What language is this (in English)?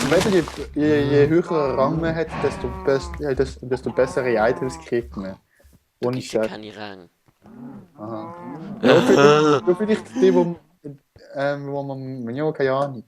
Swiss German